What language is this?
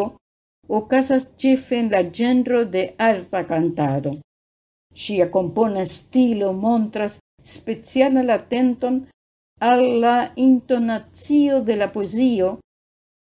Esperanto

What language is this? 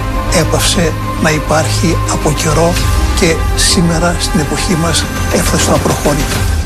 Greek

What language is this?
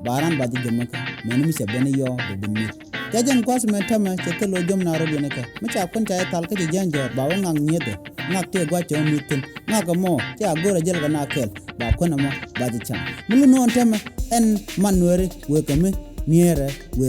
Nuer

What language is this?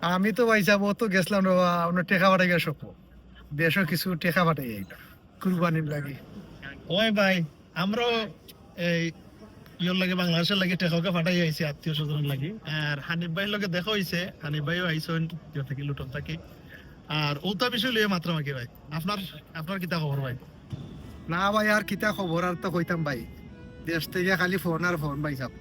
Sylheti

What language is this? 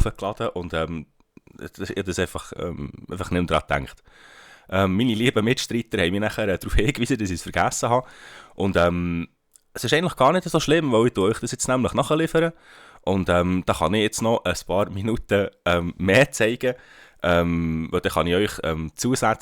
Swiss German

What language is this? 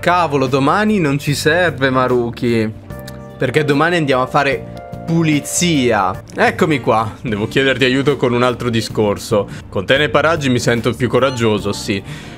Italian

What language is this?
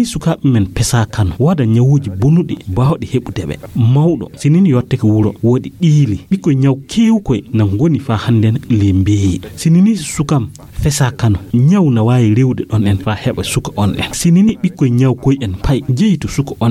Fula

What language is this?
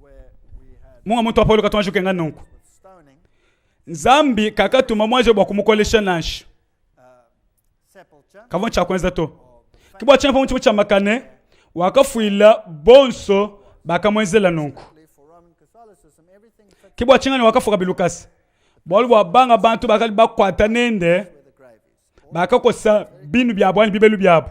Luba-Lulua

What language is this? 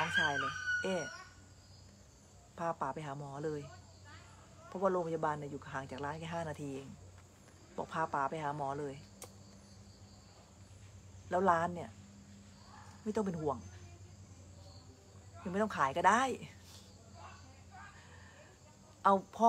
Thai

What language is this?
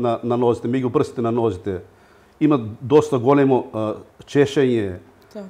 Macedonian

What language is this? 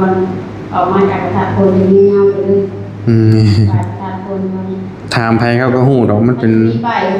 Northeastern Thai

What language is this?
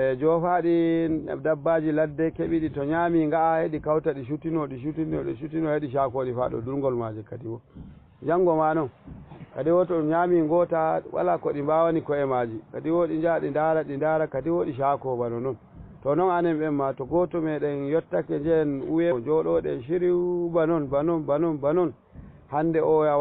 Fula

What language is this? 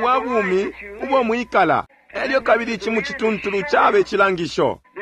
Bemba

